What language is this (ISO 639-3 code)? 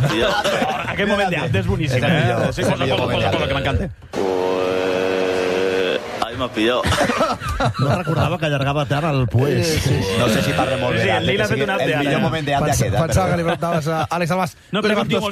cat